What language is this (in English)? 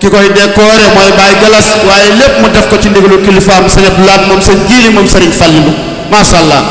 Wolof